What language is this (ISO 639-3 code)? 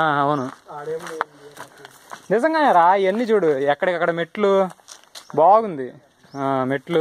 tel